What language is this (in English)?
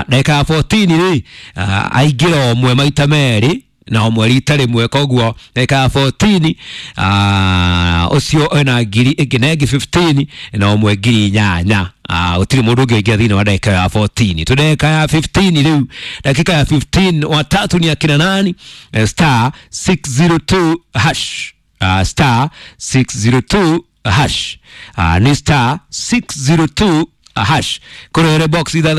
Kikuyu